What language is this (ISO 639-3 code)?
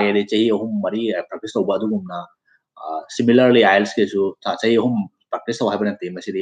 mni